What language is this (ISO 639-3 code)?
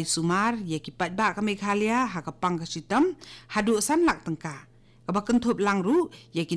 kha